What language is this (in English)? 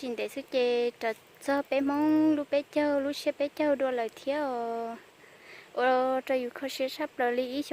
Hmong